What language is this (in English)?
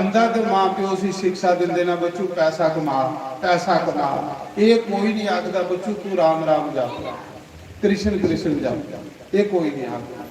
Dogri